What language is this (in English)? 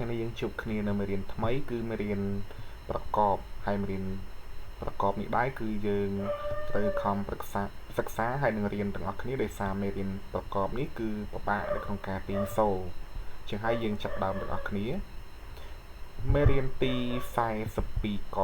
Khmer